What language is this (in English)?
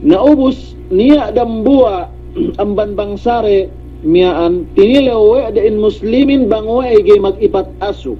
Yakan